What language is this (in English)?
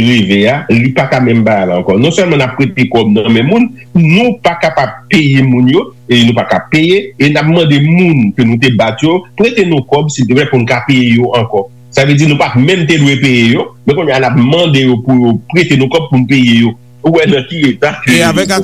Haitian Creole